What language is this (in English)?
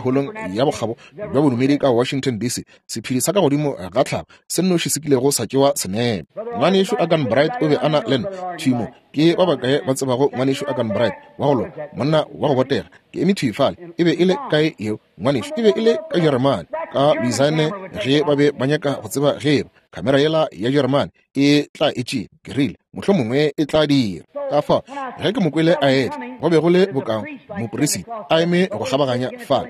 Northern Sotho